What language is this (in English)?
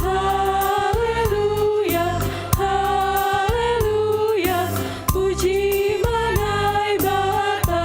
Batak Simalungun